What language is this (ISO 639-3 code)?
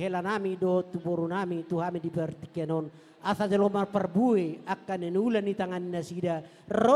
bbc